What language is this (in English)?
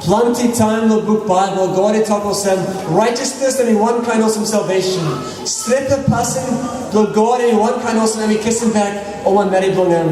Tok Pisin